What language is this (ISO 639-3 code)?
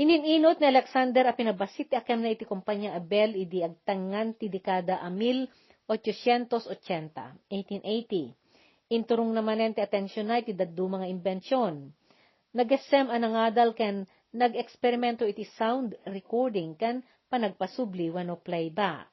ilo